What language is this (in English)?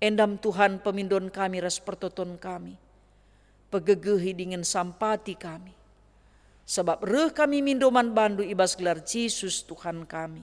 Batak Karo